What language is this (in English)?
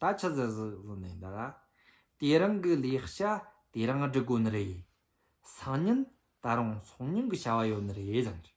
Tibetan